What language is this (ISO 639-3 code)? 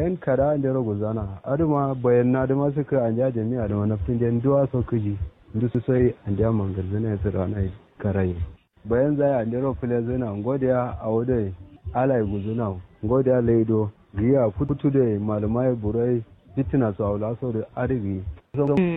kau